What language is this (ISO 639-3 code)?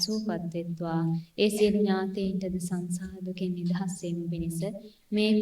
sin